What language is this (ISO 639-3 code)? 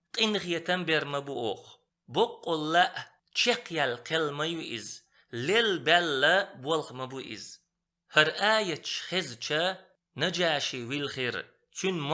che